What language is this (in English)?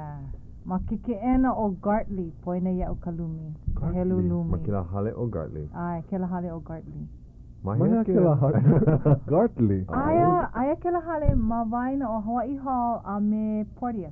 Hawaiian